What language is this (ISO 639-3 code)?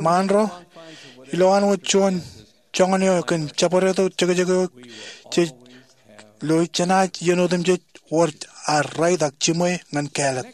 mah